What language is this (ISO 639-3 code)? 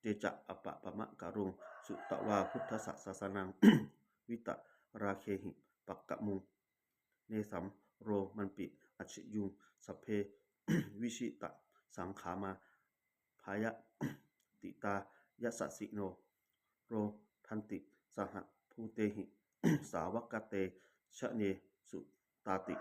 pli